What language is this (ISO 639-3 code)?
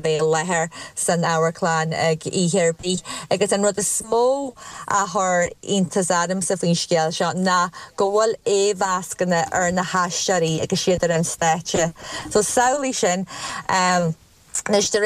gle